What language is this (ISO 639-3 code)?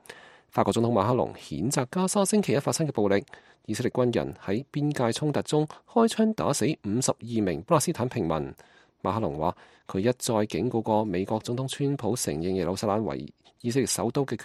yue